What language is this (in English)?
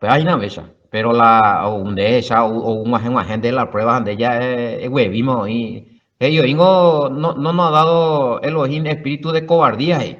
Guarani